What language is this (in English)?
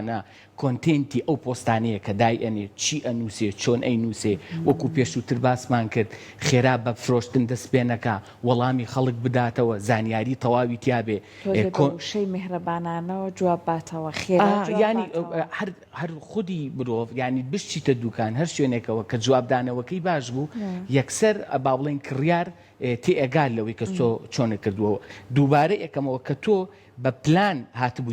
Central Kurdish